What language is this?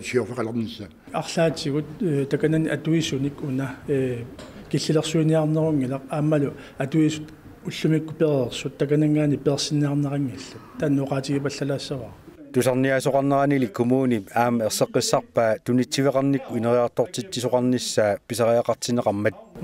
Kalaallisut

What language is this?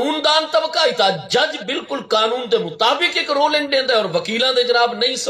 Saraiki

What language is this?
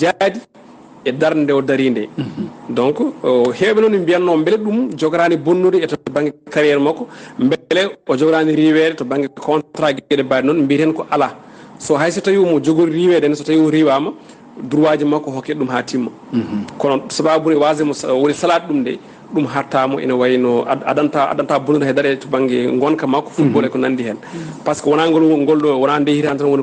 Fula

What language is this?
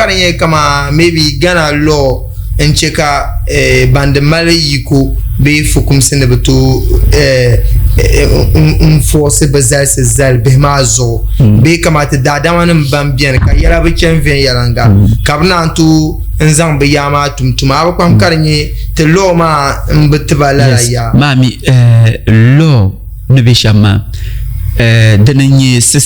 Dagbani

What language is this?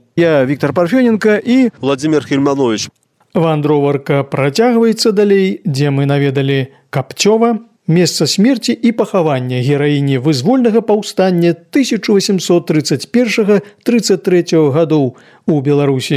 Belarusian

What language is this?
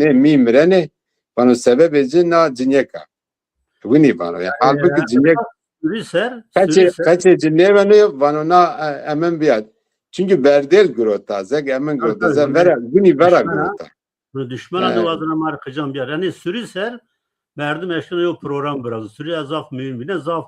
Zaza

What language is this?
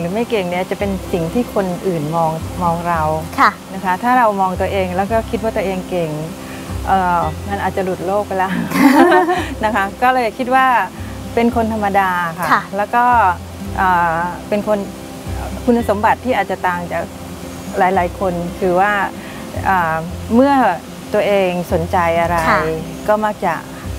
Thai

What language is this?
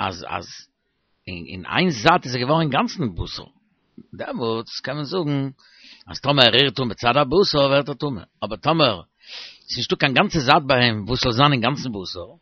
Yiddish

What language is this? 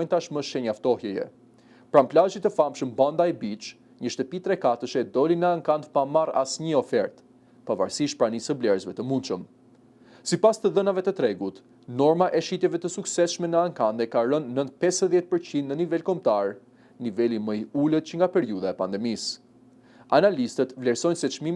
Albanian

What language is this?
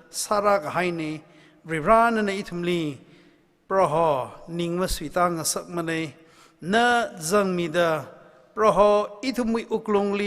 Tangkhul Naga (India)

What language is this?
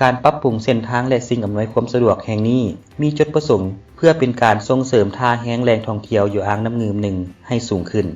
Lao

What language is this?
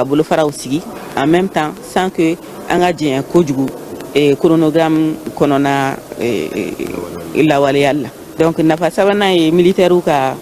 Bambara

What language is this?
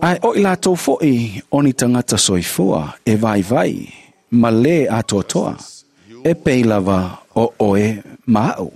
Samoan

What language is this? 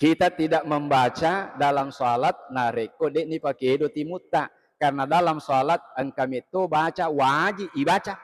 Buginese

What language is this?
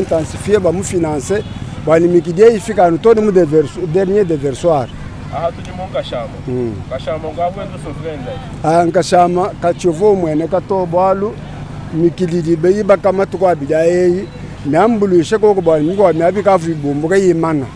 Luba-Lulua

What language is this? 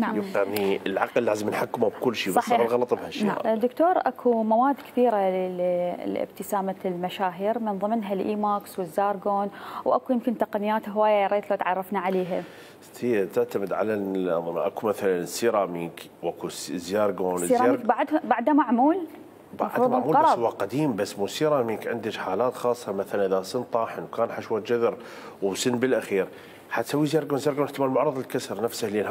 Mesopotamian Arabic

